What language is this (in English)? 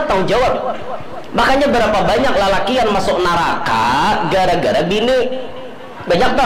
Banjar